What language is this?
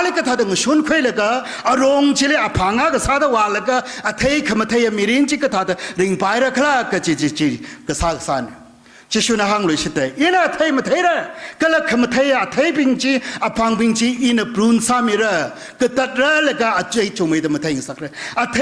Tangkhul Naga (India)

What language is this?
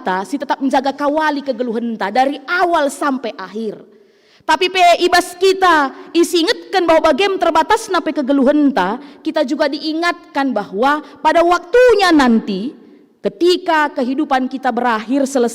Batak Karo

